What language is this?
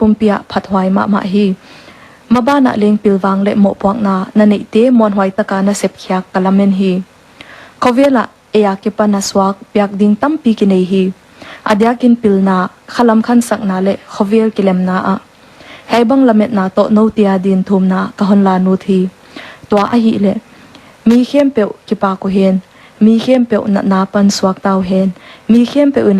Paite Chin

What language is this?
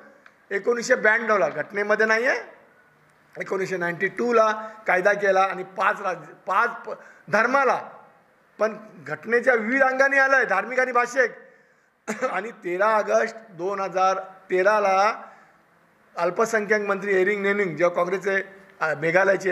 Marathi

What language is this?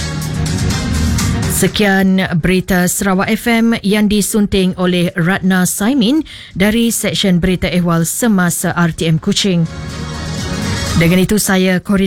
Malay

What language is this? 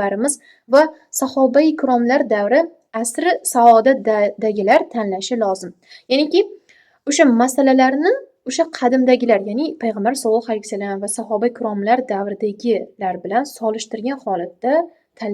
Uzbek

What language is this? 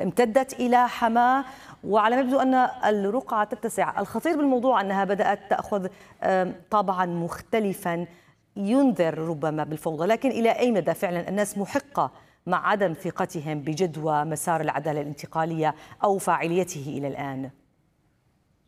Arabic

